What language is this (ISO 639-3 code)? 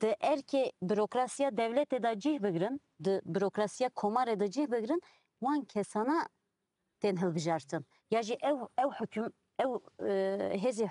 kur